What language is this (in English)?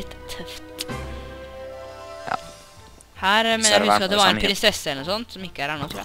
Norwegian